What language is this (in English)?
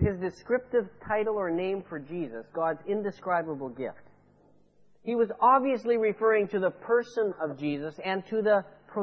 English